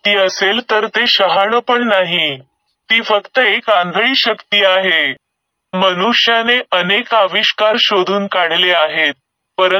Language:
Marathi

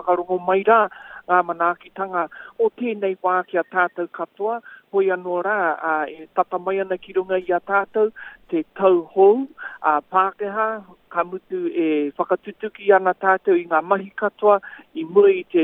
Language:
Māori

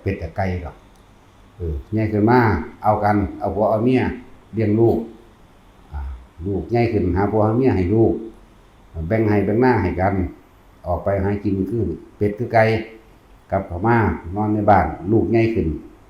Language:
Northeastern Thai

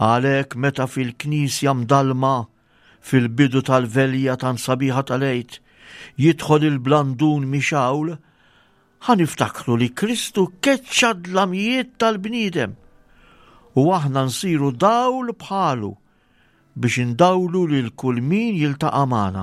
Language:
Maltese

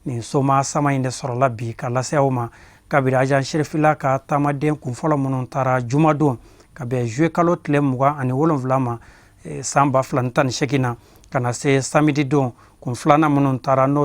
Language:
Bambara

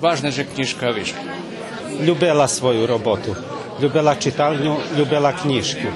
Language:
Rusyn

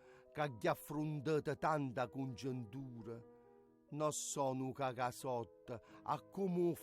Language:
Neapolitan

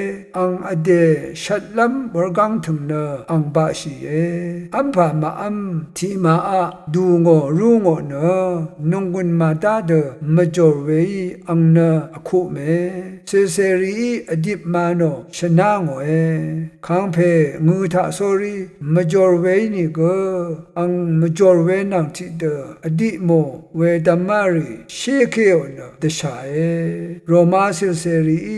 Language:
Rawang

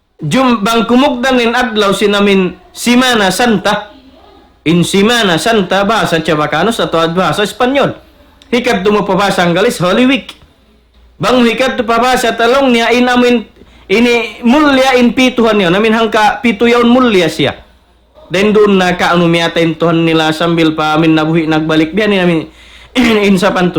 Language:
Tausug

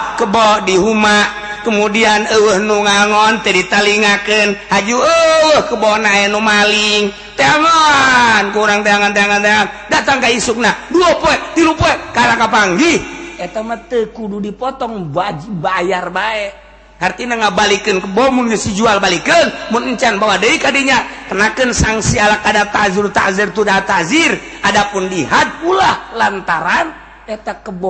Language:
Sundanese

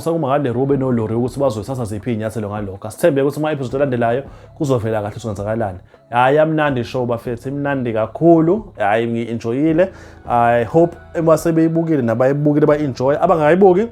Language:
Zulu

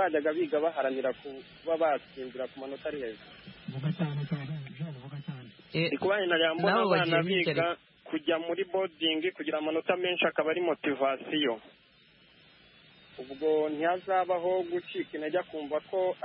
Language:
Kinyarwanda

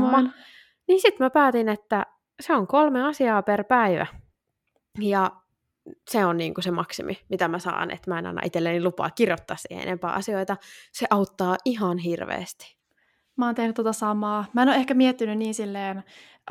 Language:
Finnish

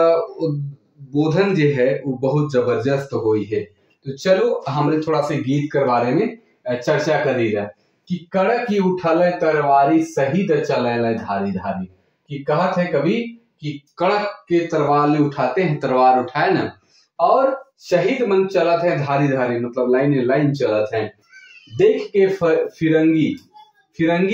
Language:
Sadri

